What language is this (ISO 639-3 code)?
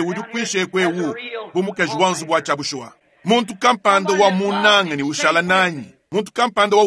lua